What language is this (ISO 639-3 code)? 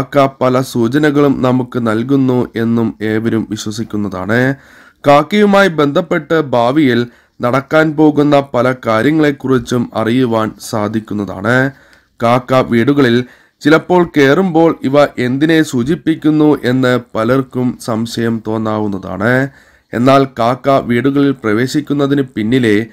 mal